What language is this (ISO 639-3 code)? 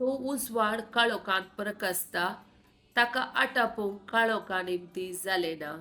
kok